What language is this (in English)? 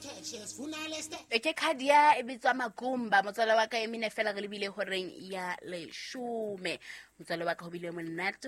Southern Sotho